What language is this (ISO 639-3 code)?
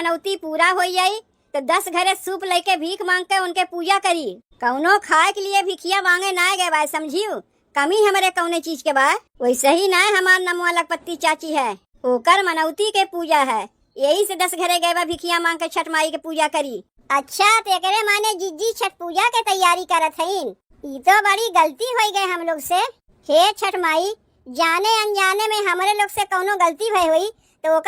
awa